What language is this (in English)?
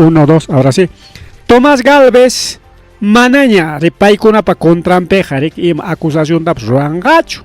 Ayacucho Quechua